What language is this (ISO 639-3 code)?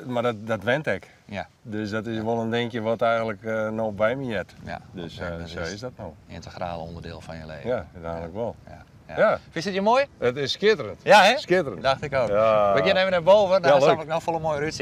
fry